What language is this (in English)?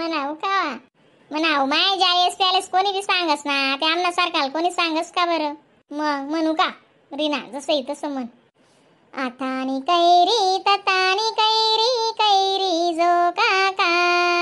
Khandesi